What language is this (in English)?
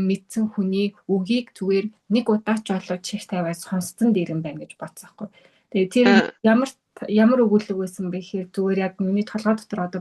Mongolian